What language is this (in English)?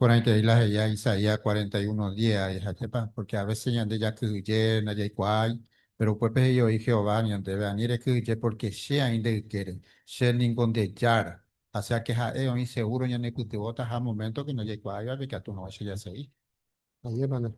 Guarani